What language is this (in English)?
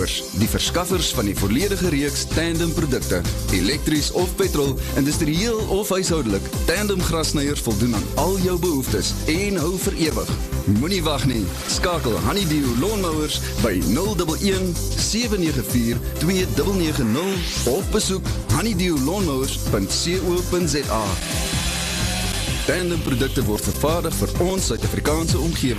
Afrikaans